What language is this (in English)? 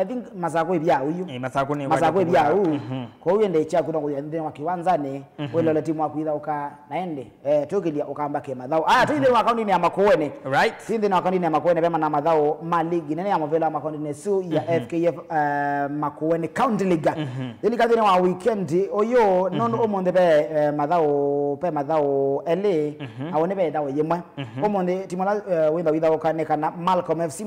Kamba